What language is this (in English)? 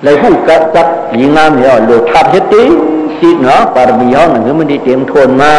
Shan